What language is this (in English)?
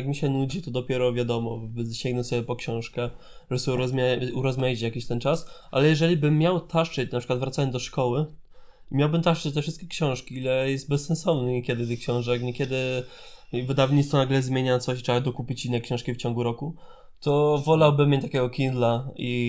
Polish